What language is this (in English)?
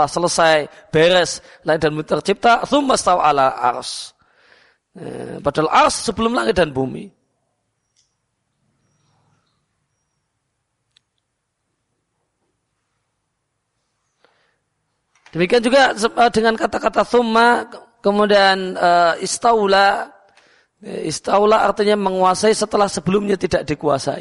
Indonesian